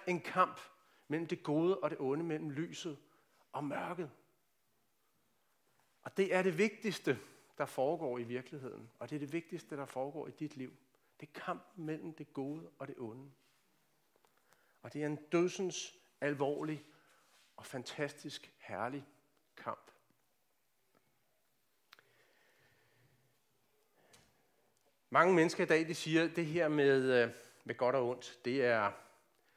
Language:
Danish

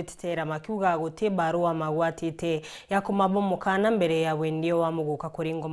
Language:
Meru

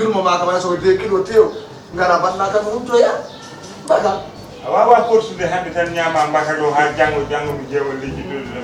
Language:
Fula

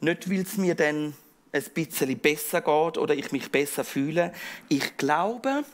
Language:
Swiss German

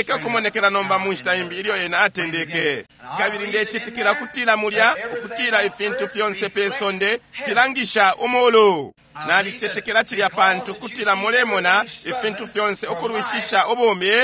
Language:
Bemba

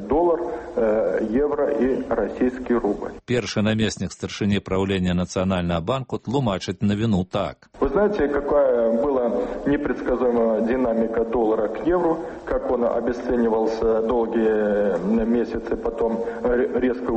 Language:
Belarusian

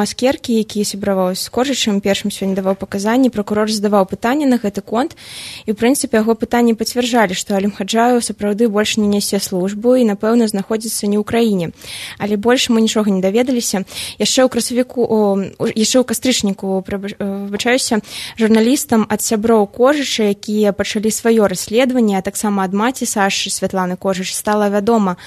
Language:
Belarusian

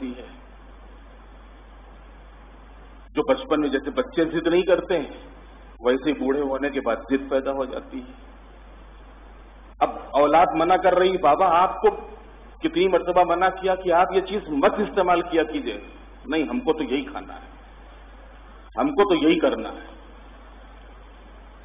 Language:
Urdu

